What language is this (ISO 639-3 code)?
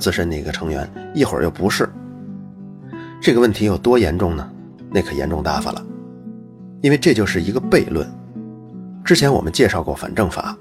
zho